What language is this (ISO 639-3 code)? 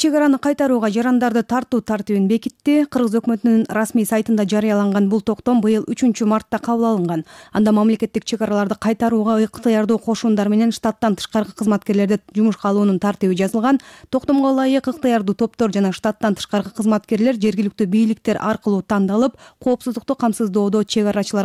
kir